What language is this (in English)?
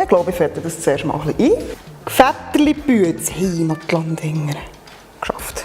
Swiss German